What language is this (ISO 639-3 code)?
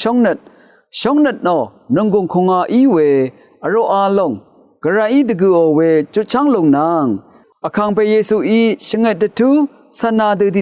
raw